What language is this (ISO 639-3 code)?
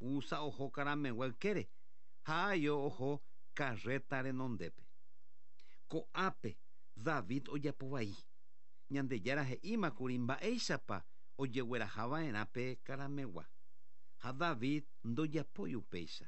grn